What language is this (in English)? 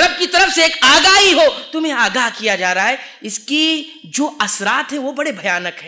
Urdu